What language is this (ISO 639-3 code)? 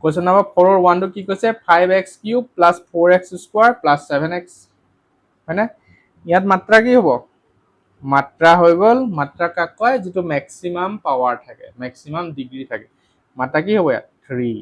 asm